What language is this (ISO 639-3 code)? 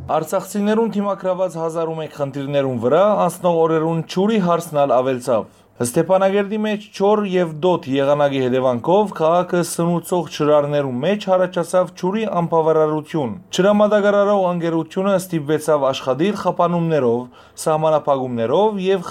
hyw